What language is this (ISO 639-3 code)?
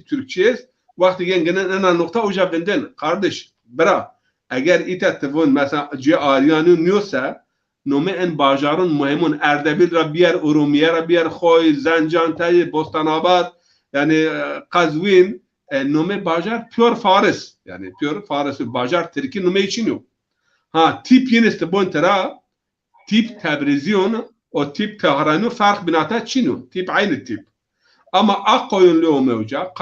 zza